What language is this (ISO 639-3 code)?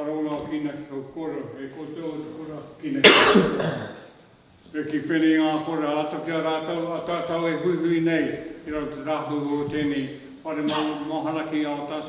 mri